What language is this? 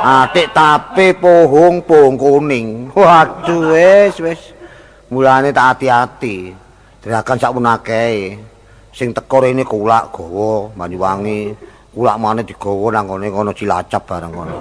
Javanese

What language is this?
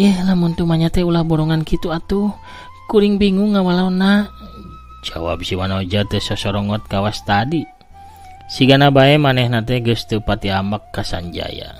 Sundanese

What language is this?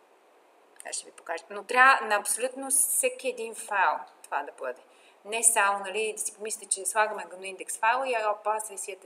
Bulgarian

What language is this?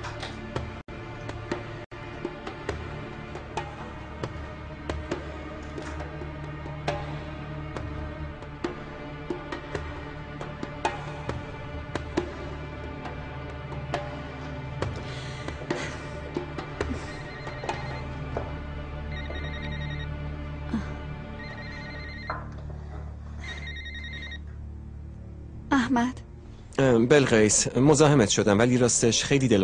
Persian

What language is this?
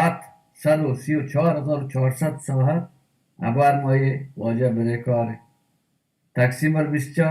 Baluchi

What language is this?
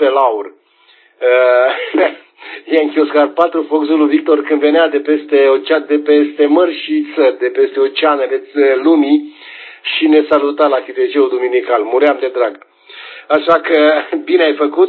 Romanian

